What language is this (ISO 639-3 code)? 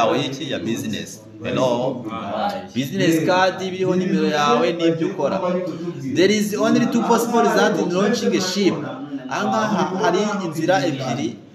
kin